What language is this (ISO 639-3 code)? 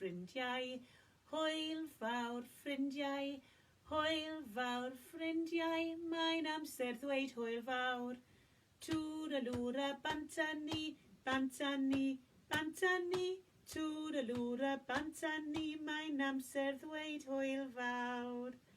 cym